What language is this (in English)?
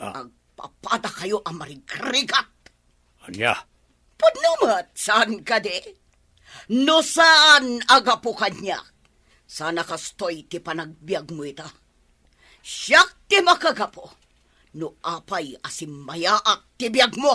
Iloko